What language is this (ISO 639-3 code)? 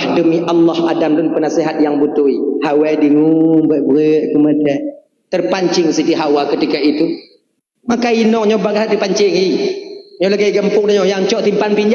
ace